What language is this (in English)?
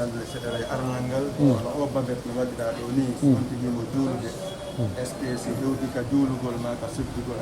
Pular